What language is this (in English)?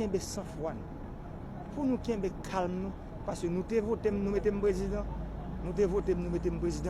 Haitian Creole